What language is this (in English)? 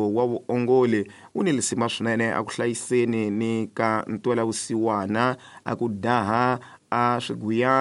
Tsonga